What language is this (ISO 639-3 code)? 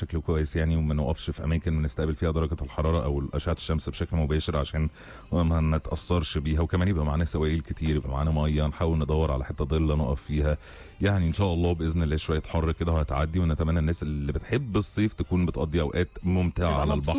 arz